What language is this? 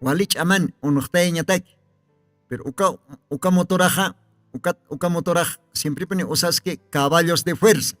Aymara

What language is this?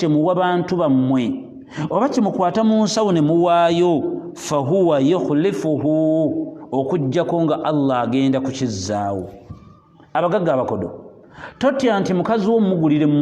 Ganda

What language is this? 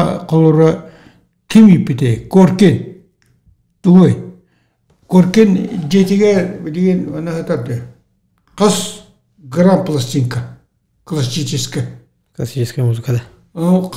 Yakut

